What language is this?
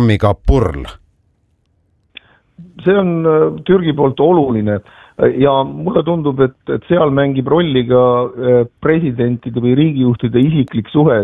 Estonian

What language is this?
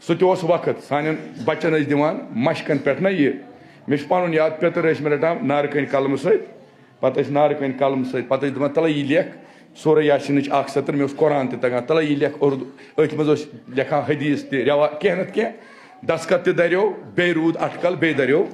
Kashmiri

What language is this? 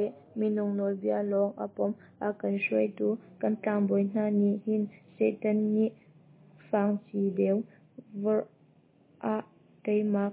Hakha Chin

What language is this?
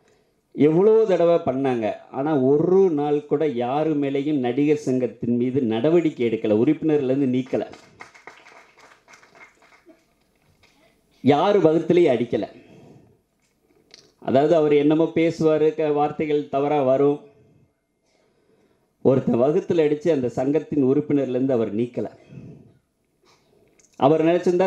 Tamil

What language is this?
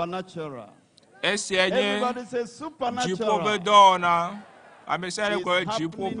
Ewe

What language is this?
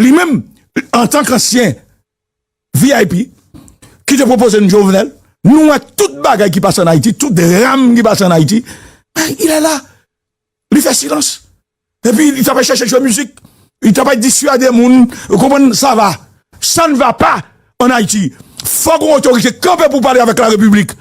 Haitian Creole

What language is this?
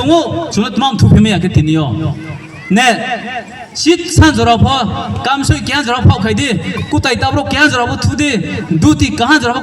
Riang (India)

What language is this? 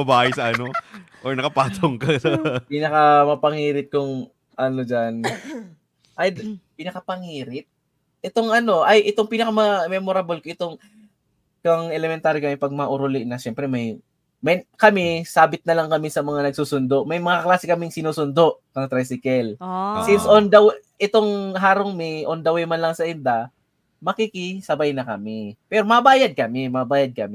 Bikol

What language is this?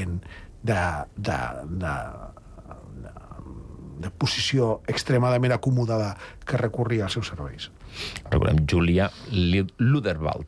Catalan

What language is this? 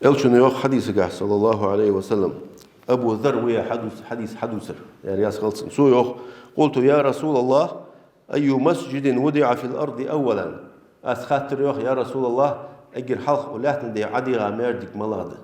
Ingush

